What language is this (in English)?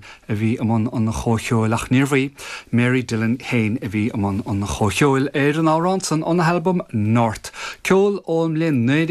Irish